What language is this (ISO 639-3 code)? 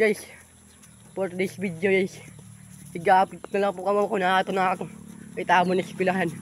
war